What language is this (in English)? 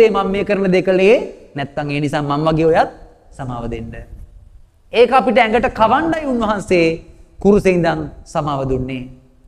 Sinhala